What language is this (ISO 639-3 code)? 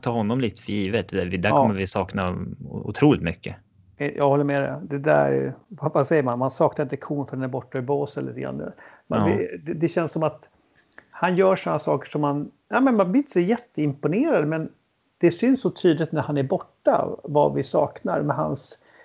swe